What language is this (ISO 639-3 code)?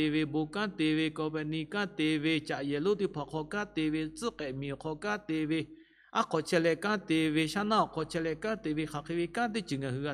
lhu